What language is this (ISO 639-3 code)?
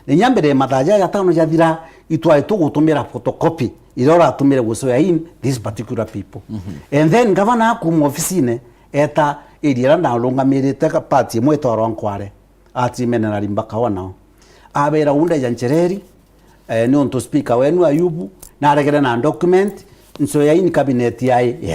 mer